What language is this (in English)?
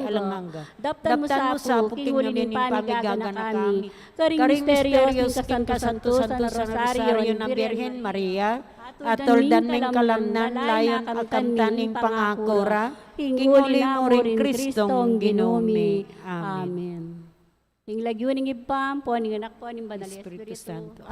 Pampanga